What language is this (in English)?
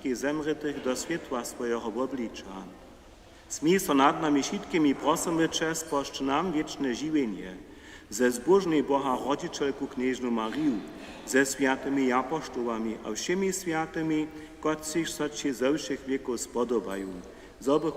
Upper Sorbian